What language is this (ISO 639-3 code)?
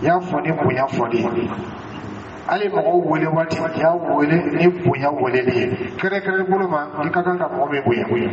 dyu